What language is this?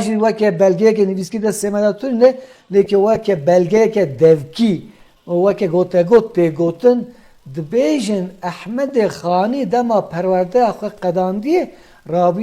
Kurdish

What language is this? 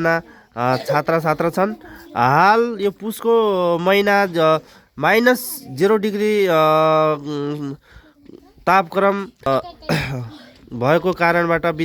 Nepali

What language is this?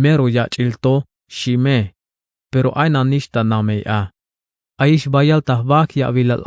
Tzeltal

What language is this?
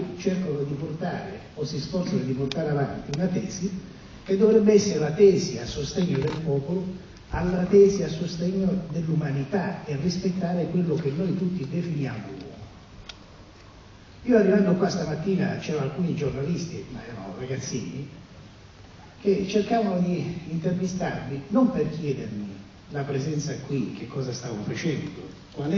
Italian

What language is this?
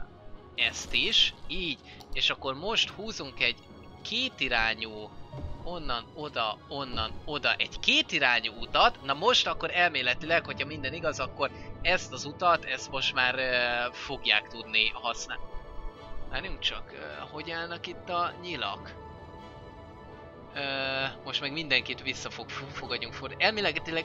Hungarian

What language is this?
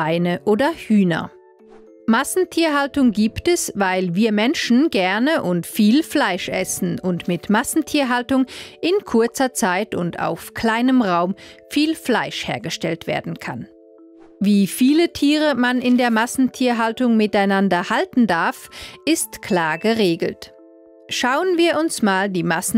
Swiss German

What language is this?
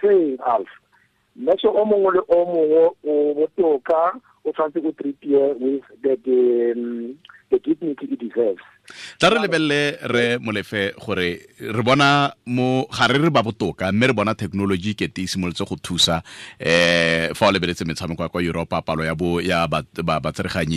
Tswana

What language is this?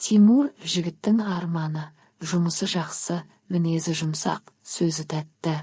Kazakh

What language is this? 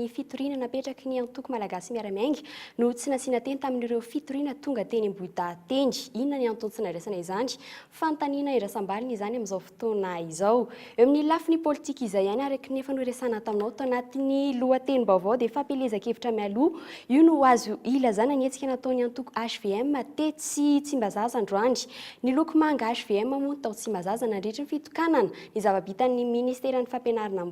Malagasy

